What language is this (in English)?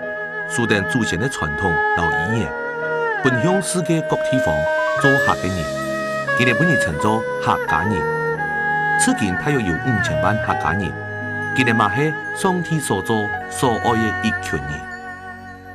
Hakka Chinese